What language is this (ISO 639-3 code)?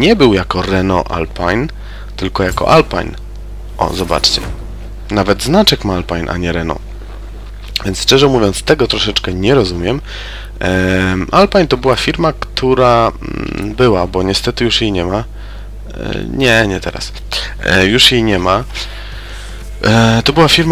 pol